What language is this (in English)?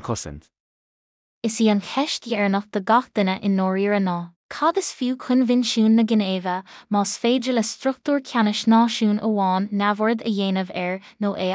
Irish